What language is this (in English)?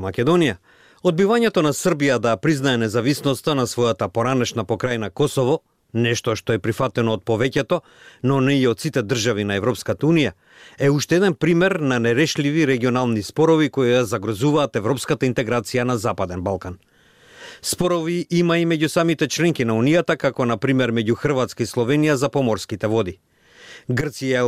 Macedonian